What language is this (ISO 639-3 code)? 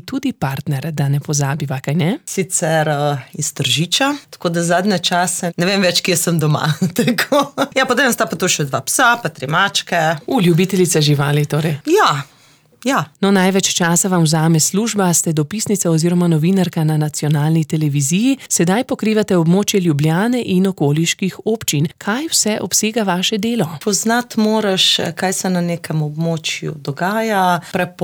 slv